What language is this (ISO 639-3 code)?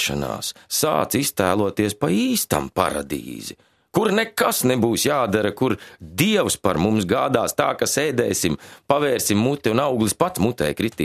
lav